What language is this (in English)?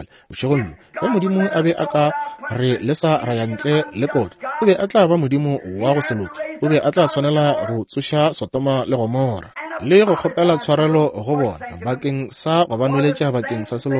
Northern Sotho